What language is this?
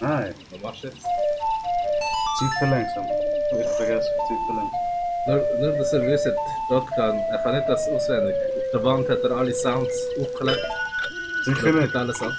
Swiss German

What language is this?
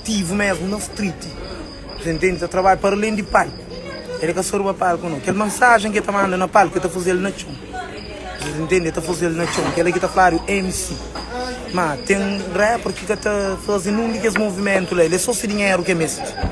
Kabuverdianu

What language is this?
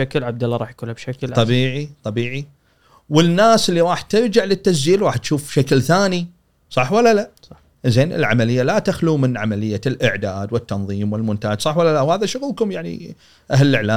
Gulf Arabic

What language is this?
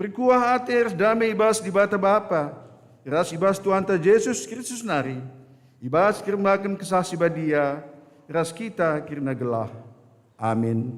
Batak Karo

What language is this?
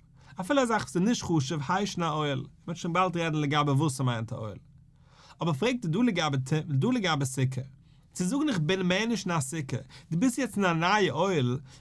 Yiddish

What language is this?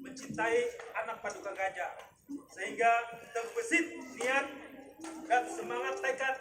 Banjar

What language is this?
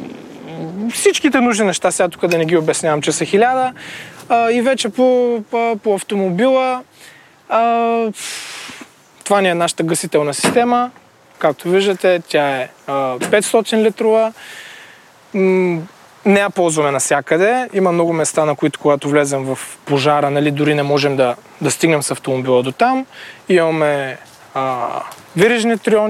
Bulgarian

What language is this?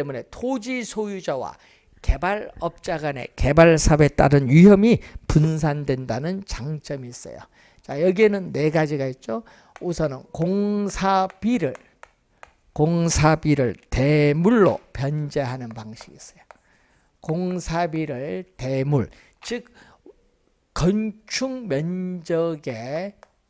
Korean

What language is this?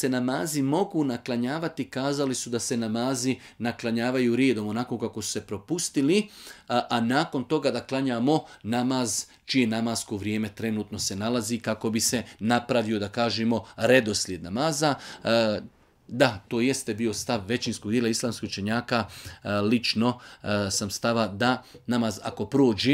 Bosnian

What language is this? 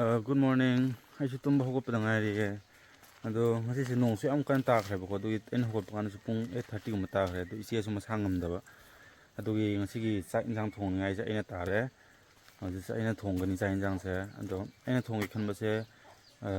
Manipuri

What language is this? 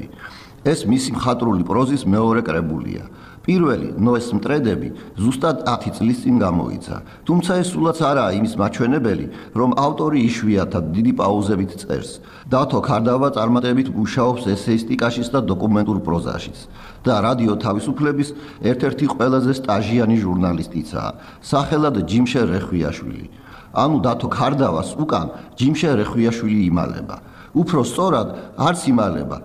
Georgian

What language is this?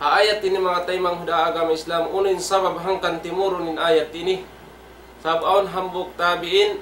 Tausug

